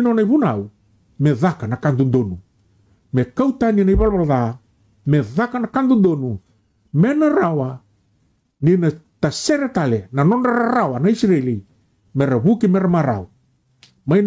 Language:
Fijian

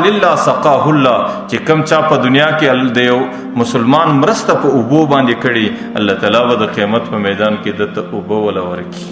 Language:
Pashto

